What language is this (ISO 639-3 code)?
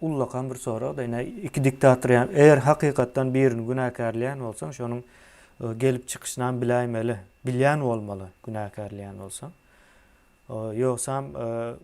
tuk